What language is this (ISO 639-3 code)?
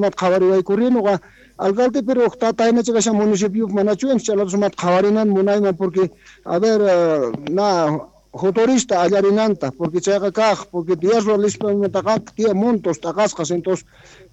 quh